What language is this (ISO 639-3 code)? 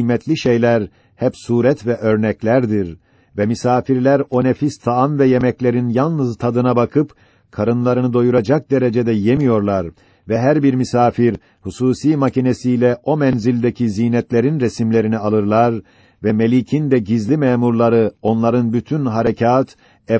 tur